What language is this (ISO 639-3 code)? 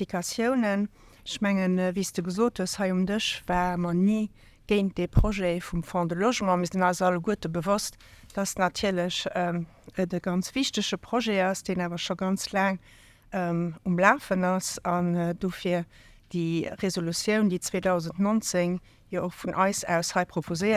ltz